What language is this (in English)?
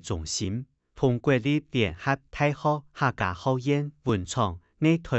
Hakka Chinese